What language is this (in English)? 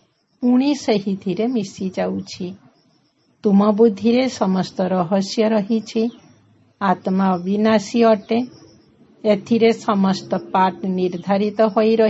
Odia